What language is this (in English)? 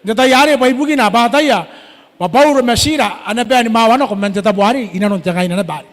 Gilbertese